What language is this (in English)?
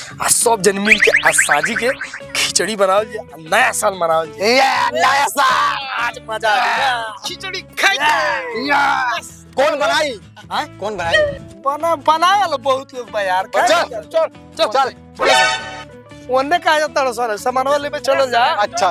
Bhojpuri